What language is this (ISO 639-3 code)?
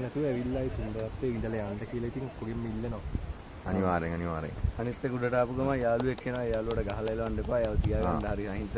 sin